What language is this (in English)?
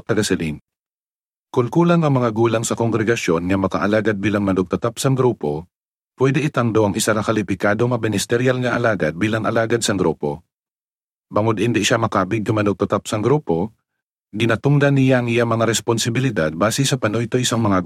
Hiligaynon